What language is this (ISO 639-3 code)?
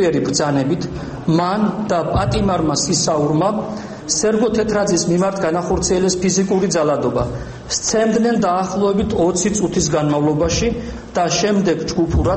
kat